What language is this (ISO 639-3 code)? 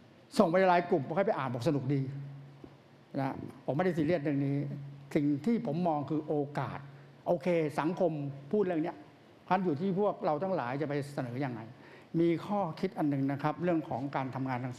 tha